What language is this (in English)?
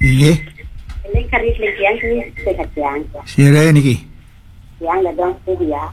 Balinese